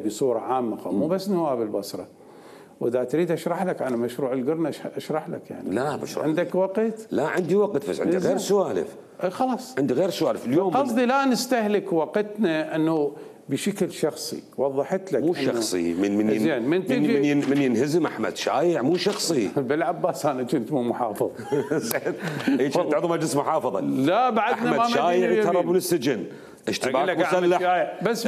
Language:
Mesopotamian Arabic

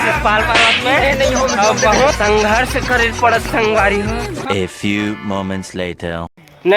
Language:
Chhattisgarhi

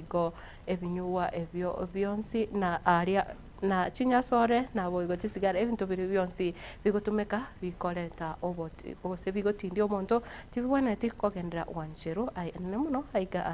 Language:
Gusii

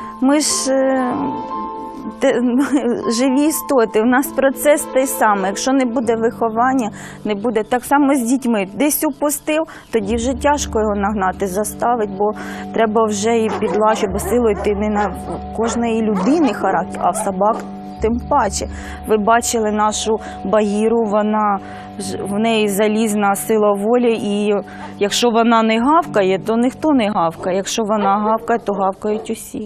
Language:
Ukrainian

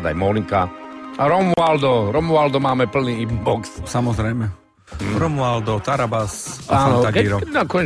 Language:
Slovak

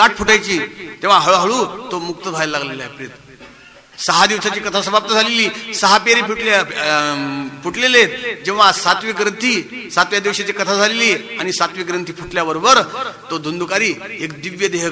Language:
Marathi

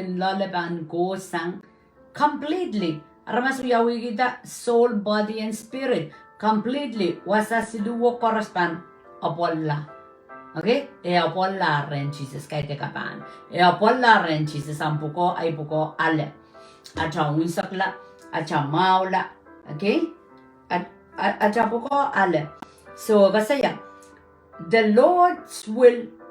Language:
Pohnpeian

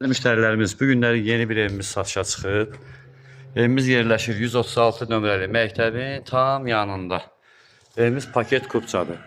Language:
Azerbaijani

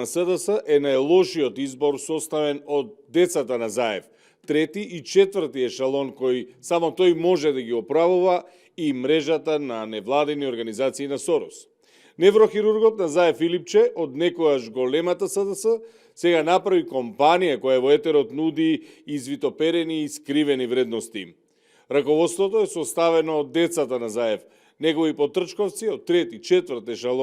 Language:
Macedonian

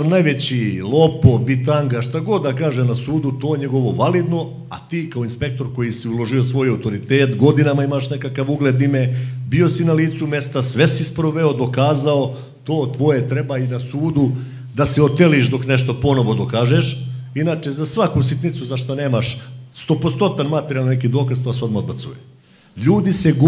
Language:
Serbian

